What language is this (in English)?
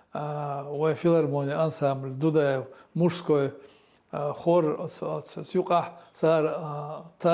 Chechen